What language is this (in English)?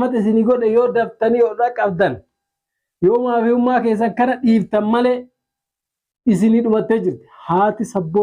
Oromo